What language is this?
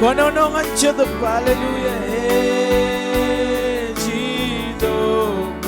Marshallese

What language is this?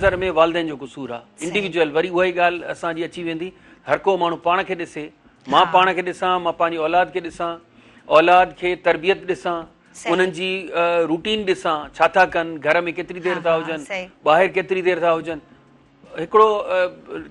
Sindhi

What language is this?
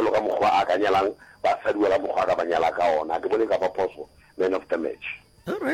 Northern Sotho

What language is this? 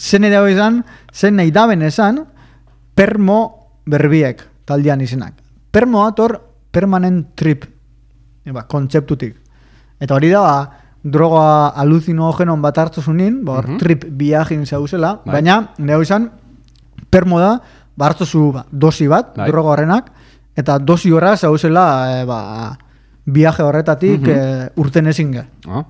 Basque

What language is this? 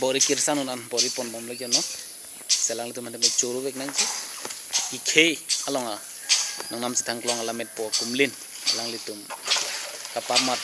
Karbi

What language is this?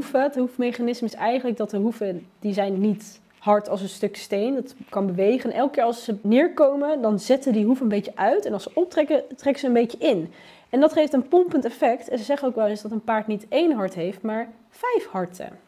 Dutch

